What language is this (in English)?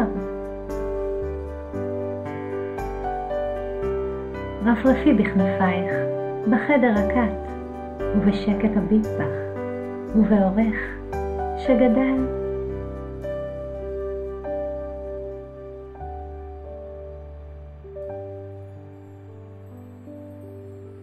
Hebrew